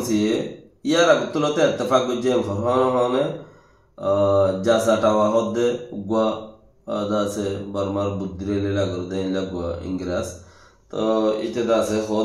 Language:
Rohingya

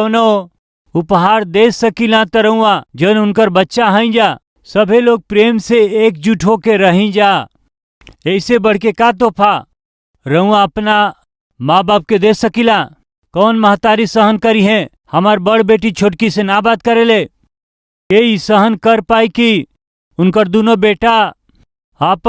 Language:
Bhojpuri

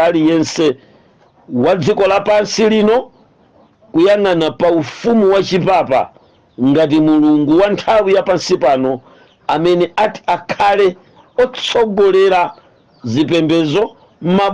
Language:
Nyanja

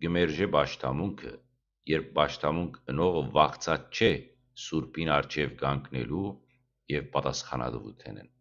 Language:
Western Armenian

